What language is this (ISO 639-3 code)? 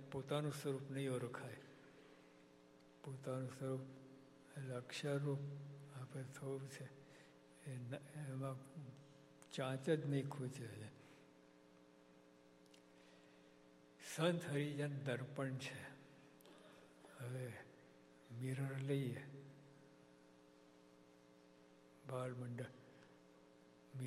guj